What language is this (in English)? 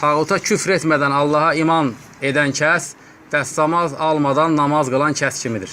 Azerbaijani